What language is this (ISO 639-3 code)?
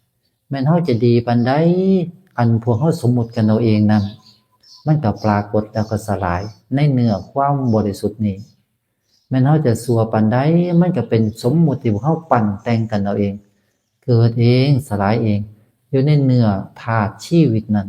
tts